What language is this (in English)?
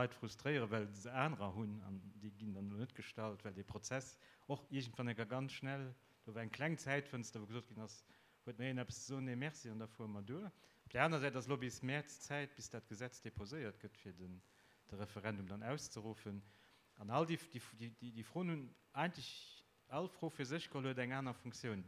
Luxembourgish